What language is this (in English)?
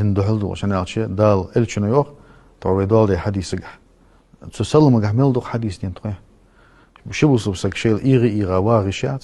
Ingush